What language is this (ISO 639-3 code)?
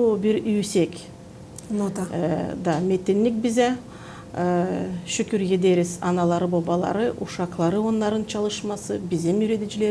gag